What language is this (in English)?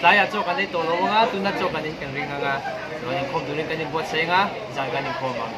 Mizo